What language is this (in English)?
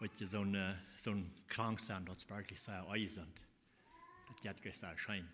Plautdietsch